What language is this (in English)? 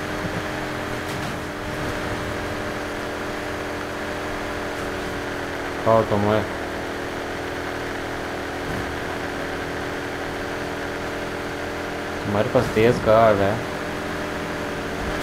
Hindi